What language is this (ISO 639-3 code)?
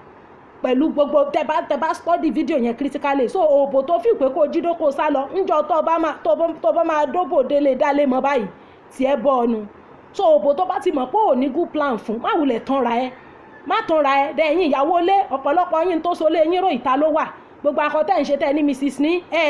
yor